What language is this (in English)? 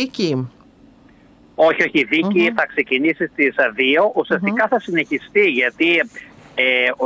Greek